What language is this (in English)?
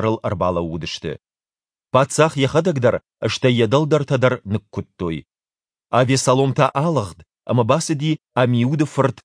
Ossetic